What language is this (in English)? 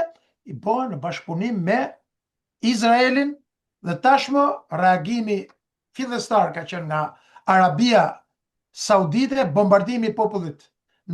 Albanian